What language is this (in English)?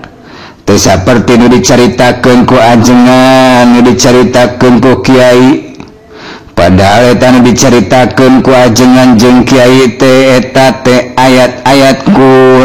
Sundanese